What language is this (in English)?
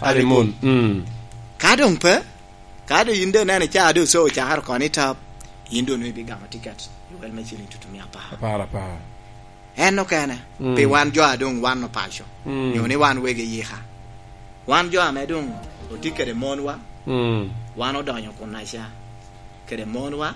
Lango (Uganda)